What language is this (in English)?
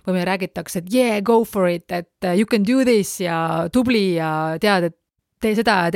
Estonian